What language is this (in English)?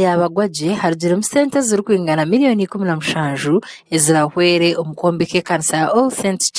Nyankole